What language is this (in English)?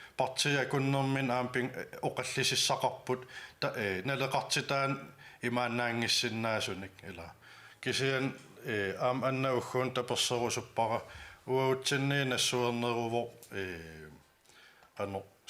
Kalaallisut